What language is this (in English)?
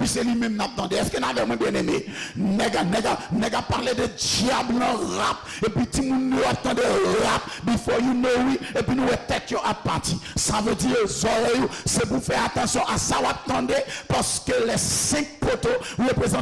Haitian Creole